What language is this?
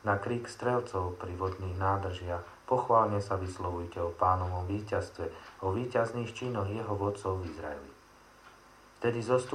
Slovak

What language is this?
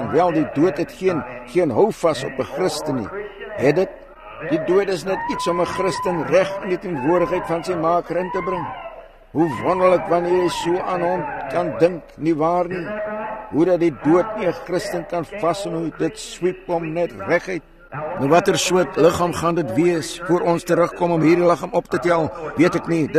Afrikaans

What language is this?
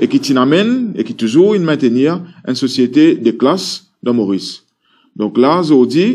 Morisyen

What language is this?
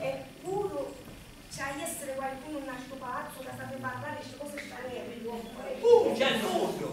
Sicilian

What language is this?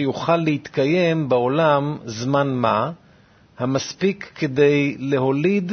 Hebrew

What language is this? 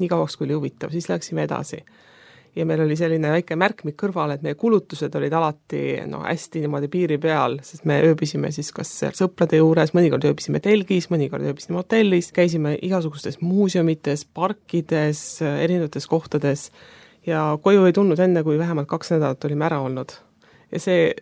Estonian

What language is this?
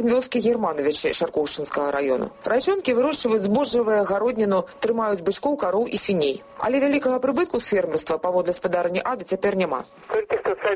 Belarusian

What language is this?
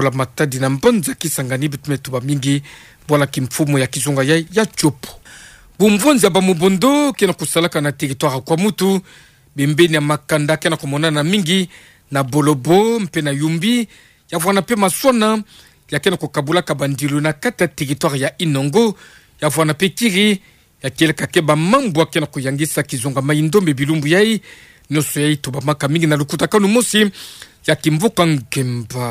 Kituba (Democratic Republic of Congo)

